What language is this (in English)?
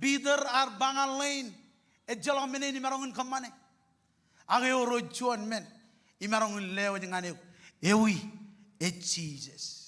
Marshallese